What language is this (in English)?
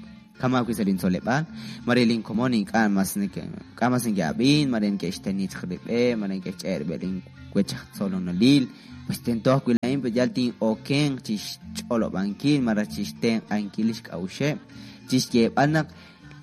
Kekchí